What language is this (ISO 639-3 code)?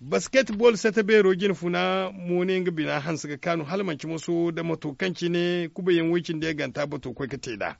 dje